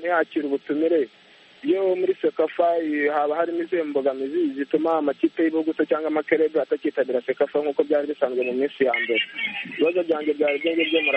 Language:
Kinyarwanda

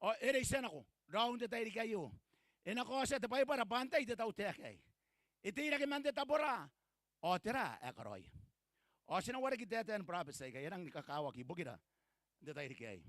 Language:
Gilbertese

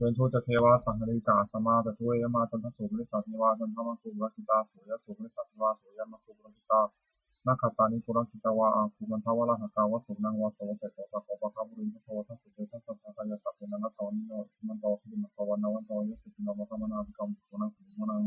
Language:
Pali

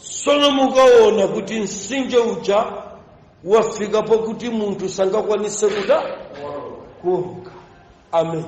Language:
Nyanja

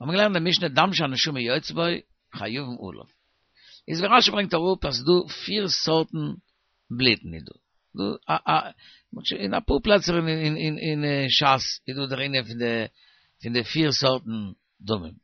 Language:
Yiddish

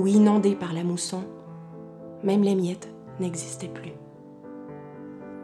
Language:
French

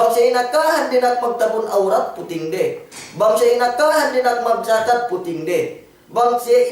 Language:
Yakan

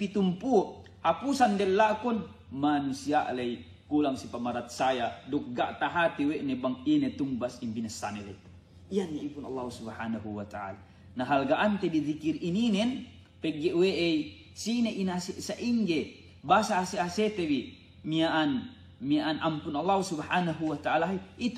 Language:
Yakan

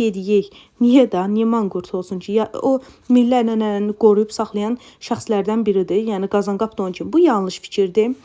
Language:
Azerbaijani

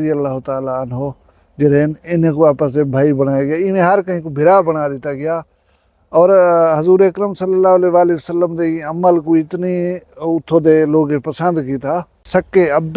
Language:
Saraiki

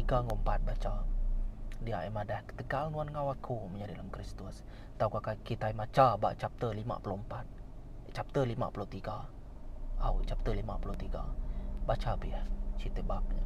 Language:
Iban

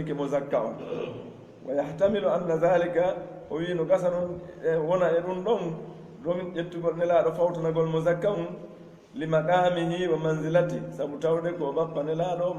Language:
Pular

